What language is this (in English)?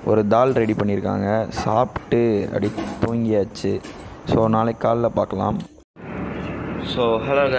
Tamil